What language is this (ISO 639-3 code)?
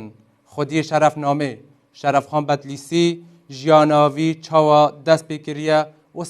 kur